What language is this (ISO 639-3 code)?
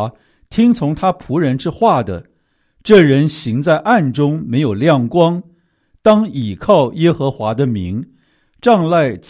zho